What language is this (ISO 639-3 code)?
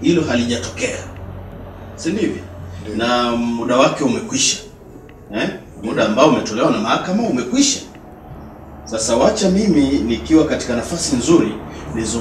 swa